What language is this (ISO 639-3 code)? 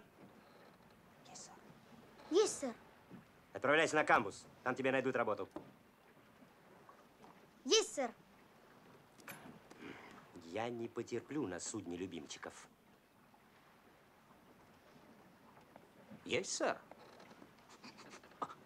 rus